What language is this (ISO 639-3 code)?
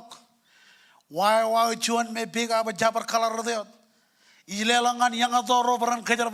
mah